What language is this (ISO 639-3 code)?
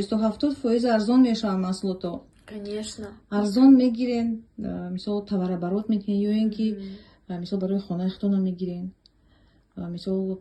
tgk